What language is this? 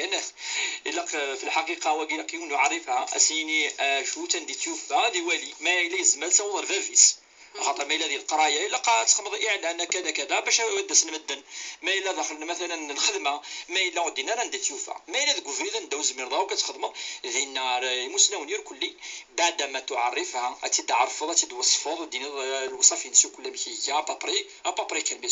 Kabyle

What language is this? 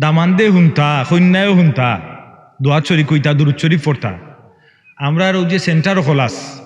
Sylheti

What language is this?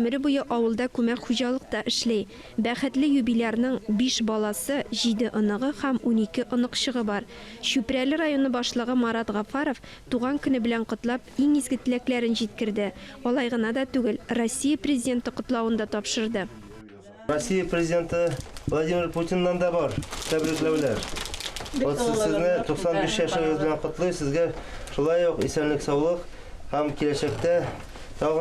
Tatar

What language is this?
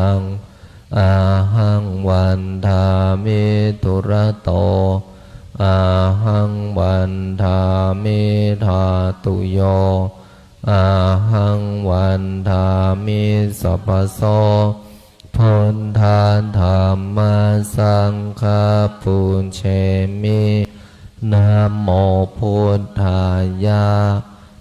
Pali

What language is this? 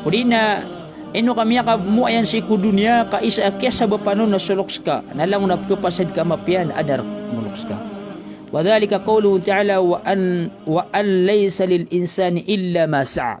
Maranao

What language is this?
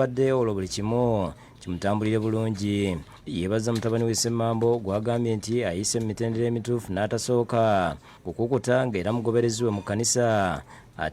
Ganda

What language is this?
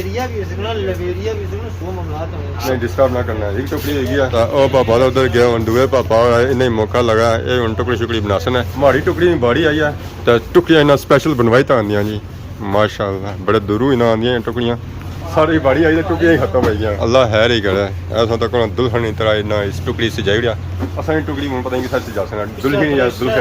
Pahari-Potwari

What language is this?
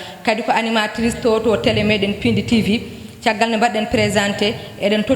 Fula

